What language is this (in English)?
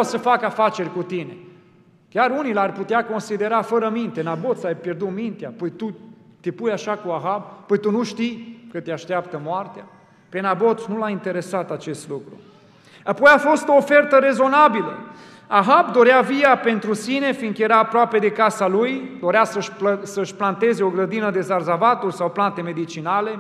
Romanian